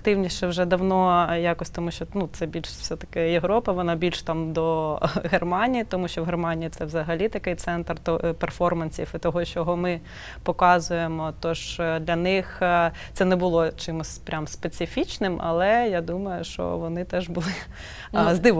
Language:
Ukrainian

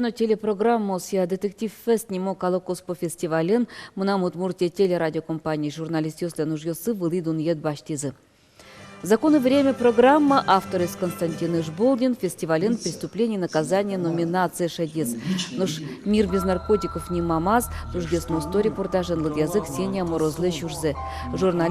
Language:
Udmurt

